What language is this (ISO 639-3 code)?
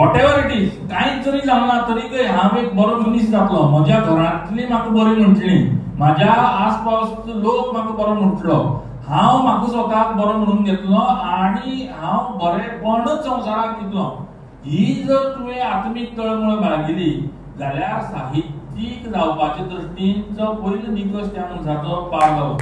kok